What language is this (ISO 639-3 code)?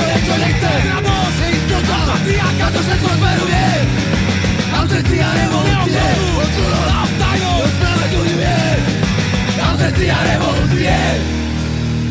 slk